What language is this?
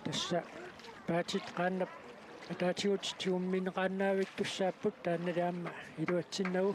Kalaallisut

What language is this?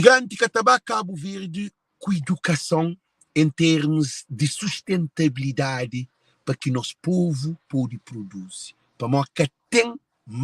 Kabuverdianu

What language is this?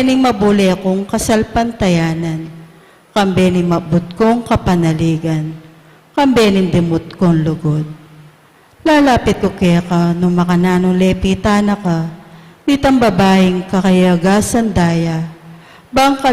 Pampanga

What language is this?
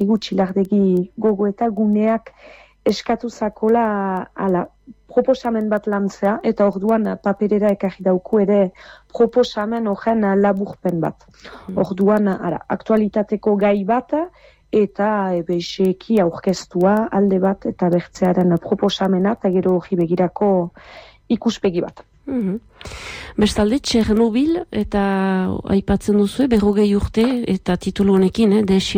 Basque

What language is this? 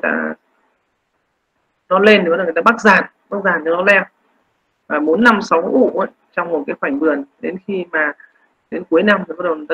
Vietnamese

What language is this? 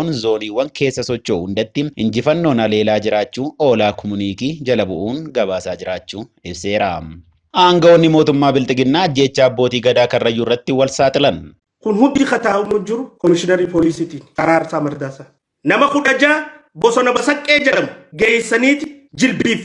Oromo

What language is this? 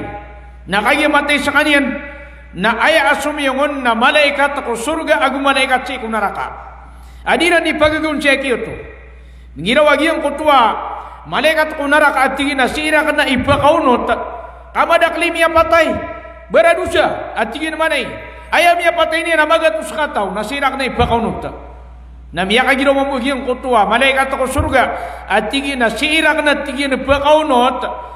Maranao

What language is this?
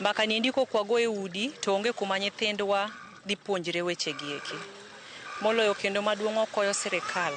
Luo (Kenya and Tanzania)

